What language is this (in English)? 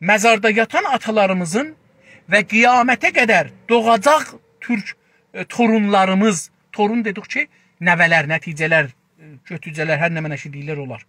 South Azerbaijani